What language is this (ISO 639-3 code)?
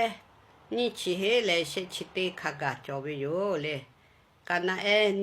lhu